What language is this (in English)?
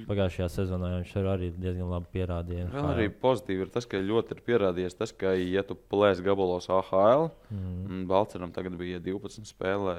Latvian